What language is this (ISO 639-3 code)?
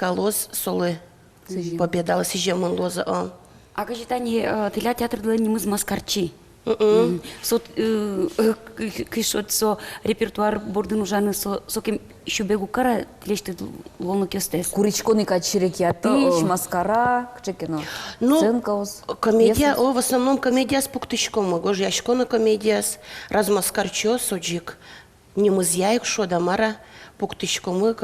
udm